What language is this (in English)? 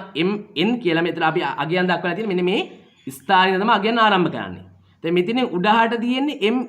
Sinhala